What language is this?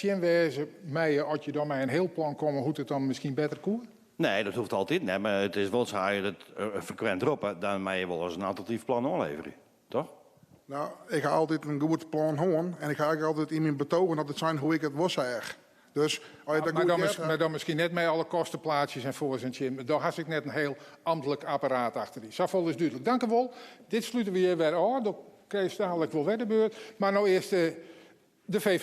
Western Frisian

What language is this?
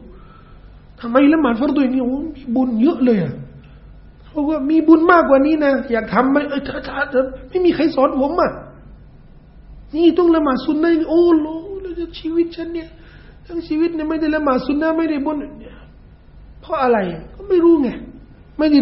Thai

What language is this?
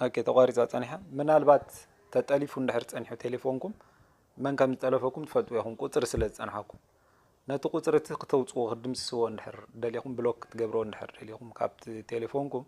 Tigrinya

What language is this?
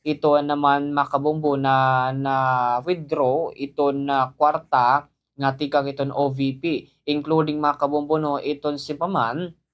Waray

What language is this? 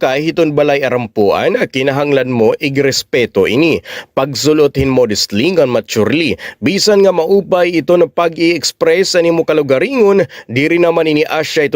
Waray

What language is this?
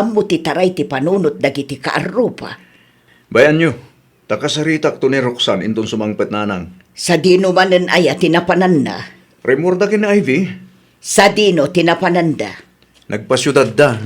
Iloko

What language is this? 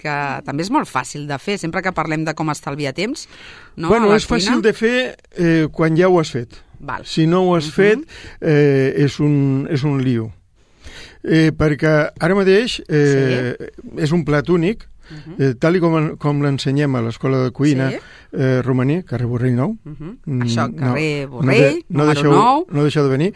Catalan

